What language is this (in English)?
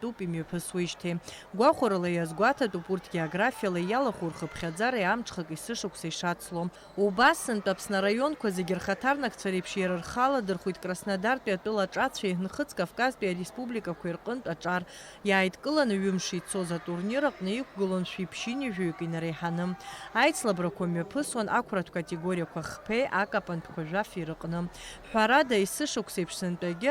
Abkhazian